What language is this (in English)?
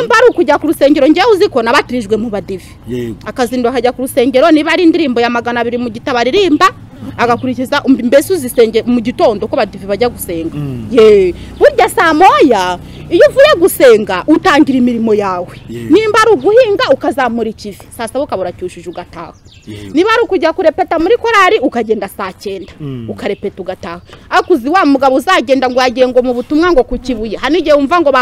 Kinyarwanda